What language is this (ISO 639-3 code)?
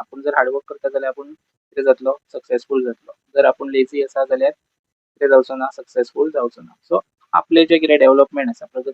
kok